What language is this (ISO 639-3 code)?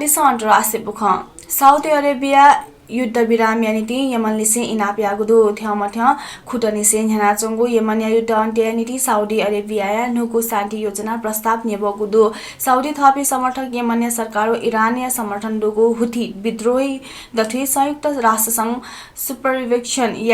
new